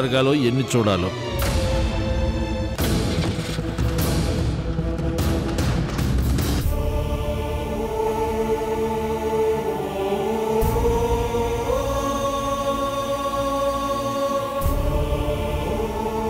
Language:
Telugu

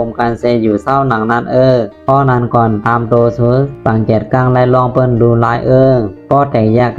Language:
Shan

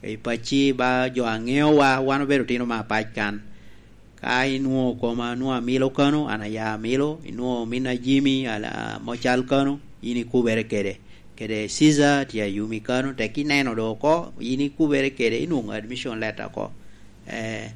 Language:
Lango (Uganda)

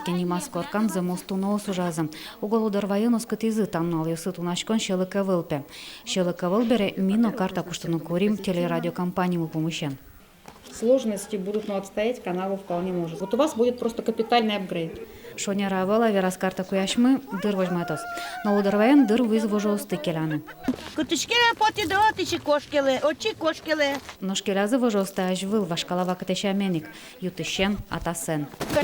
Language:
Udmurt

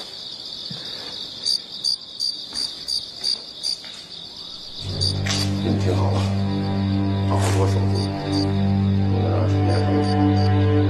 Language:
Chinese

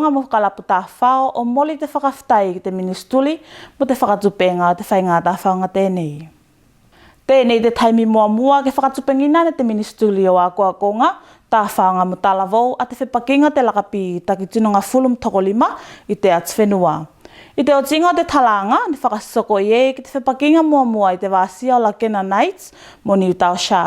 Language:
Tuvalu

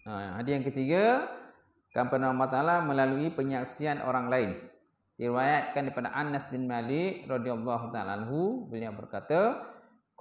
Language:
Malay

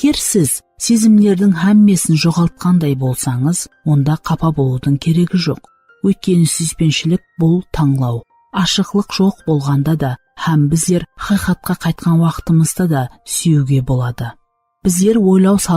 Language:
Kara-Kalpak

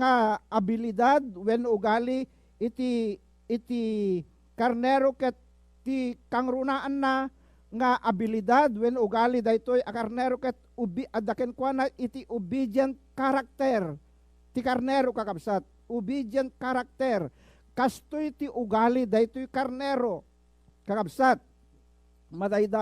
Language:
Iloko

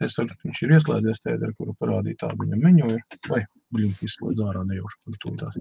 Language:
Latvian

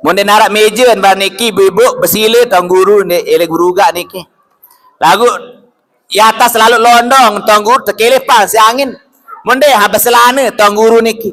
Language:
Sasak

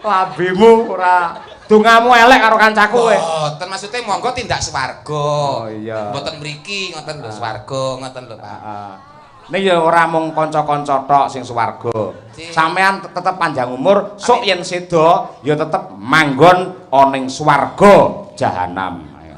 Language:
Javanese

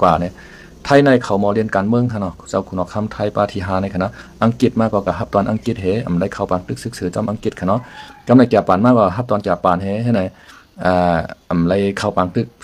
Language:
Shan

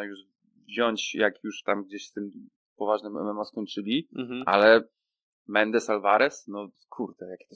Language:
Polish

